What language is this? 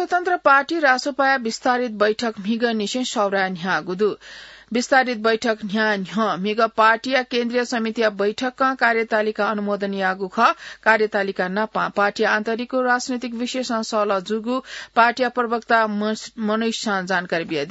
Newari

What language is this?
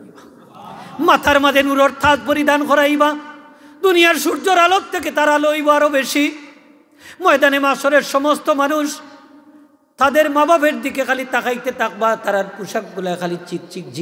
Sylheti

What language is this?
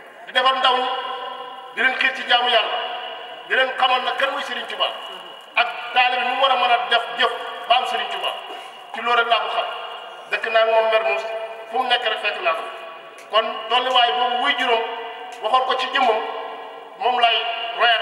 Wolof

